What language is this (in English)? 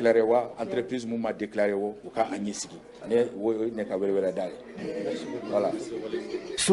Bambara